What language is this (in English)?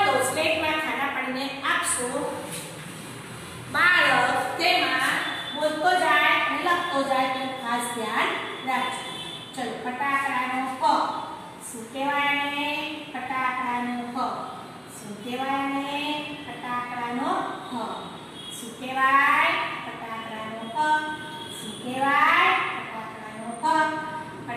Gujarati